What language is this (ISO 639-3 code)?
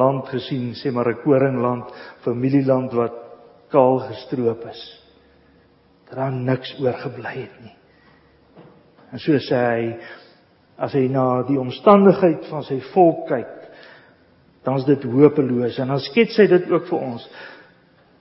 afr